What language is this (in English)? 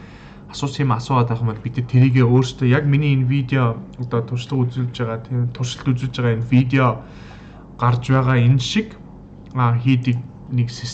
Mongolian